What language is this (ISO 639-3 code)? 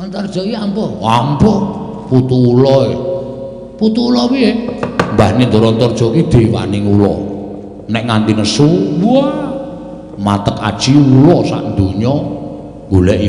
jav